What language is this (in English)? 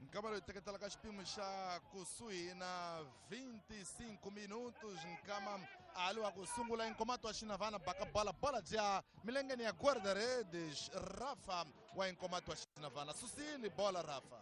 Tsonga